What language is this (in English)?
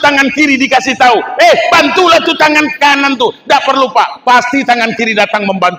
Minangkabau